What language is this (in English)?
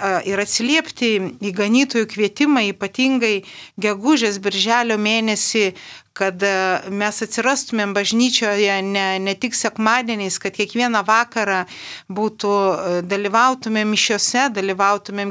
Lithuanian